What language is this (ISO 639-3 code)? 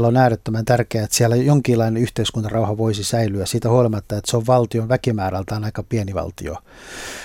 fin